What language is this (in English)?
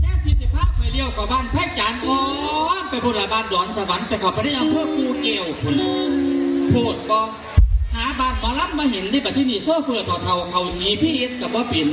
Northeastern Thai